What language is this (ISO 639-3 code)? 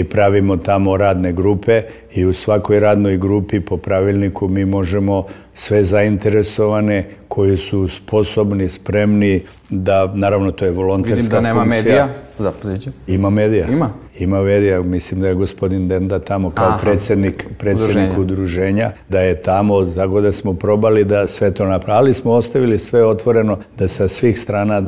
srp